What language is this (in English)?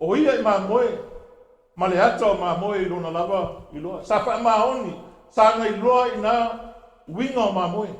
Samoan